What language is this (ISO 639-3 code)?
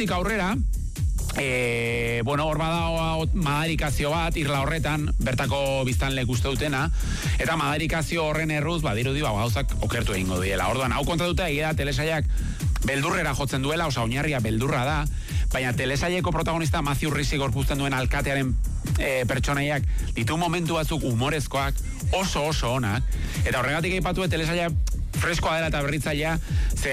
eus